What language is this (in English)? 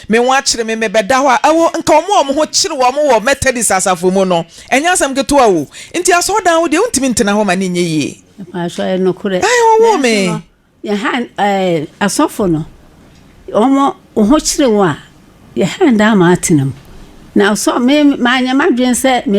Akan